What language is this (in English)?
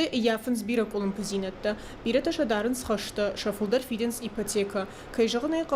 Ossetic